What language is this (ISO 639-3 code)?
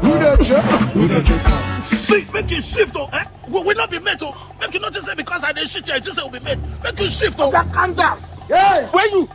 pcm